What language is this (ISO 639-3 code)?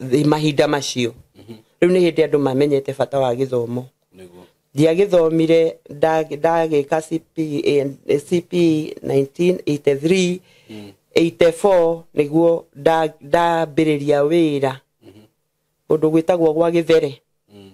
kik